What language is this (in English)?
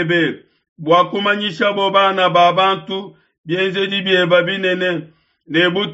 Luba-Lulua